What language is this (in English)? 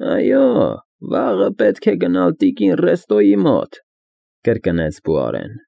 Armenian